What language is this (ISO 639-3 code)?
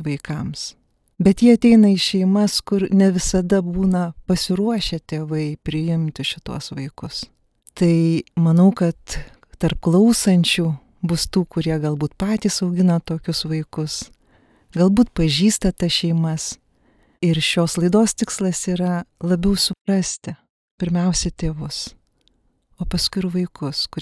lit